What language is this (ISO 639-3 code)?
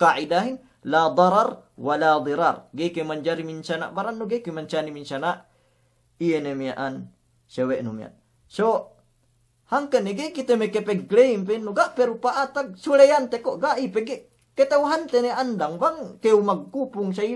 yka